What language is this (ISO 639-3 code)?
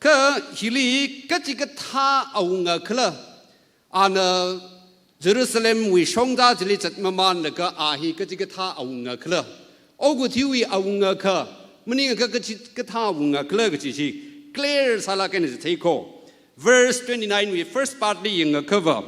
nmf